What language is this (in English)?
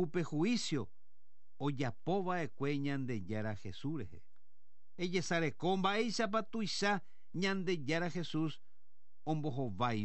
Guarani